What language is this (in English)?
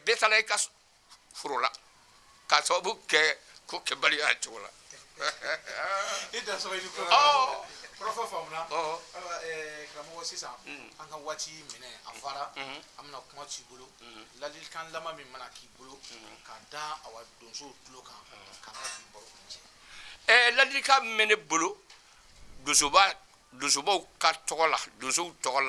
Bambara